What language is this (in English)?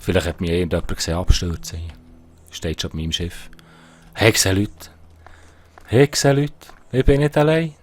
Swiss German